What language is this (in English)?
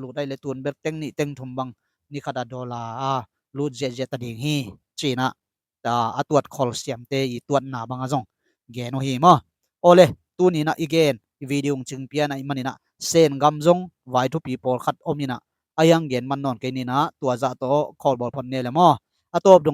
Tedim Chin